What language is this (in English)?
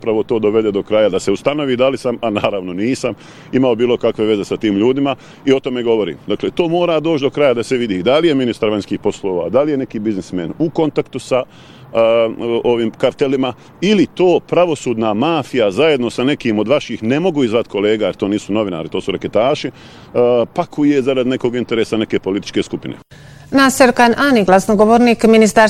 Bosnian